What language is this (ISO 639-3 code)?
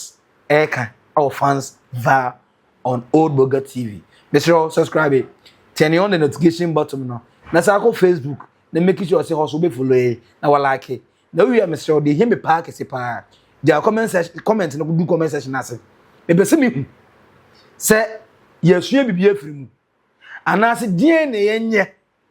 aka